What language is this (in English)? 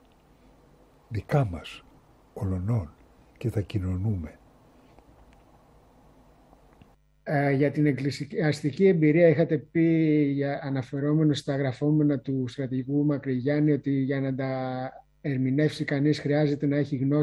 Greek